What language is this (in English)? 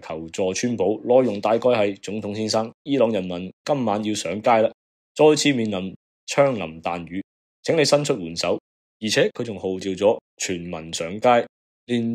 Cantonese